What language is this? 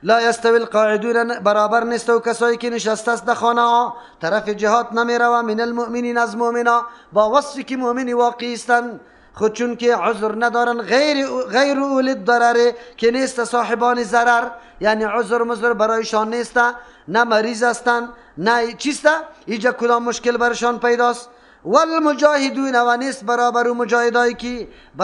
Persian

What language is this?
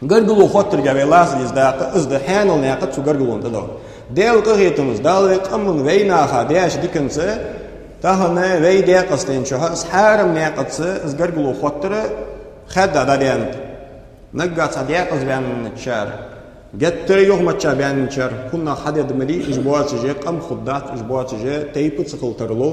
Ingush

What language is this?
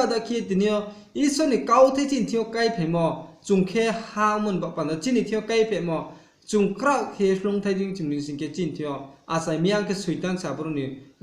Riang (India)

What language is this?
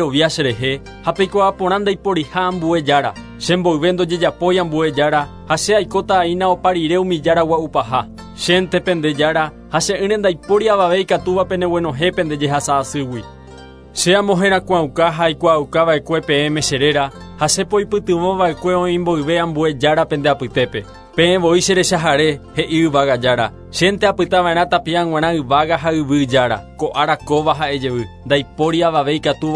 Guarani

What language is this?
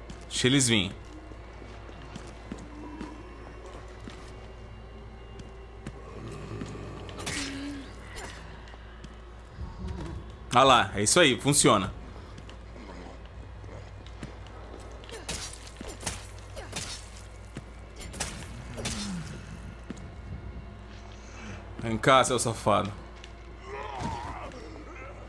Portuguese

